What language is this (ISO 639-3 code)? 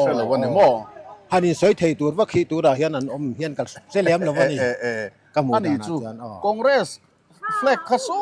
lus